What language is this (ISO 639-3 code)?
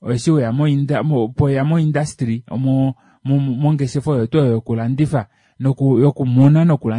kua